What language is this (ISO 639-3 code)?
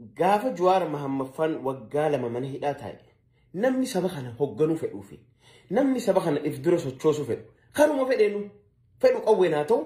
orm